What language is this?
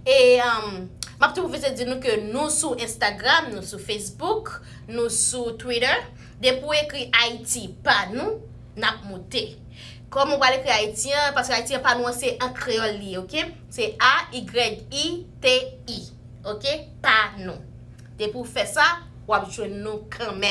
Haitian Creole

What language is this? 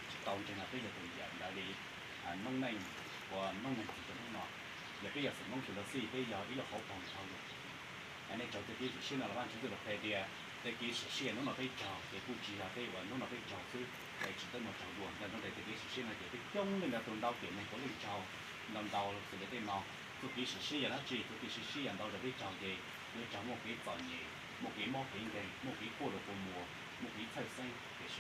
Hmong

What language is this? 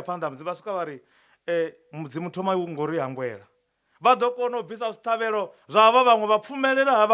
Venda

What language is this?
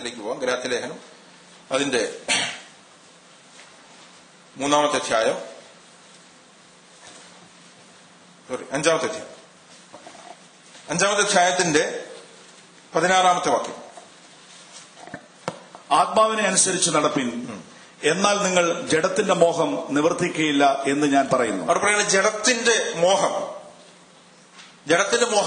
Malayalam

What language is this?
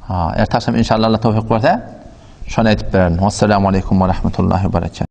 Turkmen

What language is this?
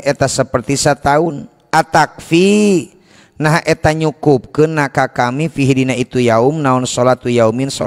Sundanese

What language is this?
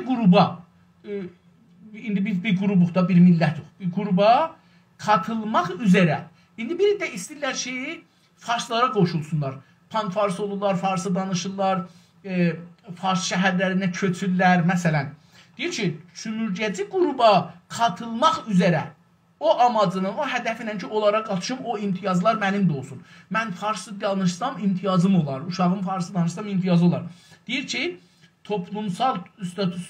South Azerbaijani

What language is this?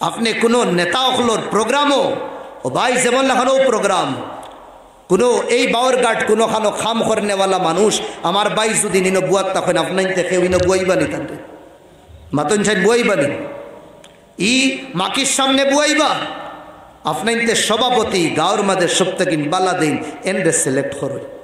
Sylheti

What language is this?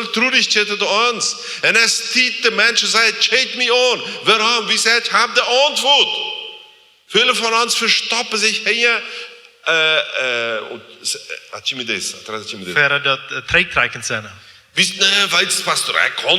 Plautdietsch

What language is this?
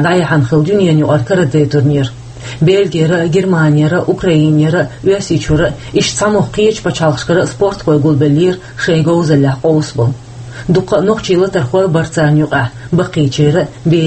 Chechen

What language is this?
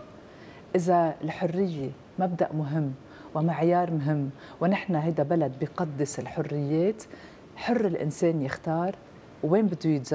North Levantine Arabic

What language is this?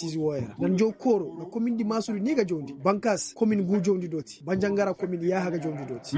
Koyraboro Senni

